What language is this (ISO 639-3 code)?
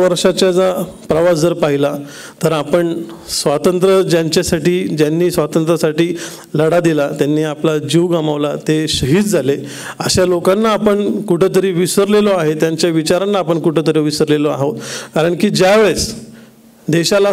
mar